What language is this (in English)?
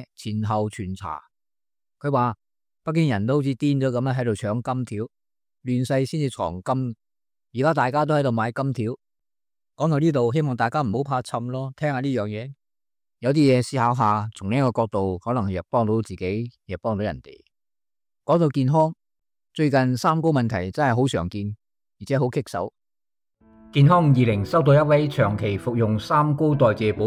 Cantonese